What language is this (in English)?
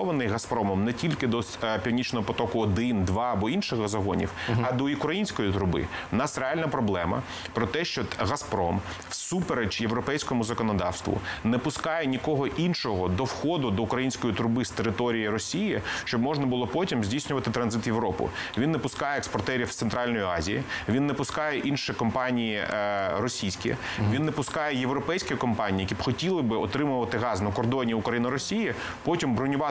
Ukrainian